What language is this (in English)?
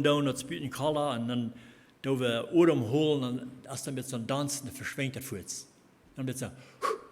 Plautdietsch